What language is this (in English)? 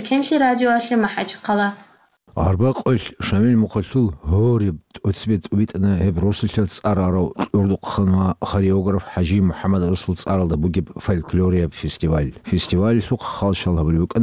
Avaric